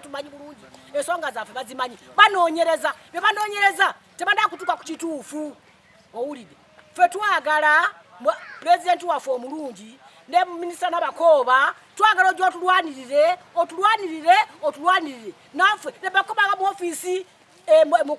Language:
Ganda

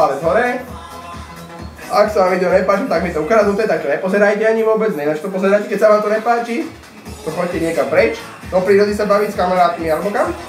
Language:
Slovak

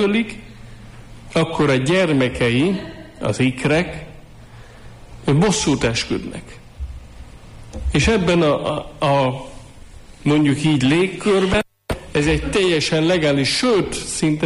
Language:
Hungarian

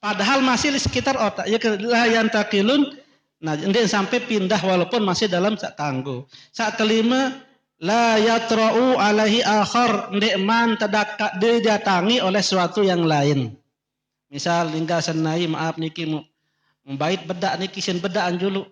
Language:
Sasak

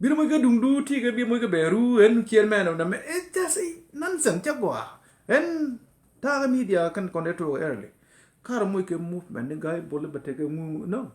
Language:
Nuer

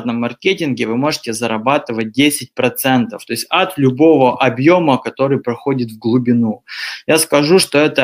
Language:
Russian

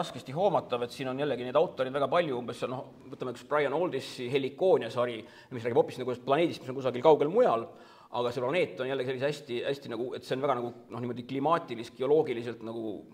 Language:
Estonian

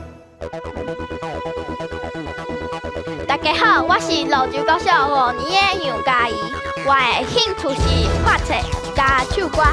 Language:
Min Nan Chinese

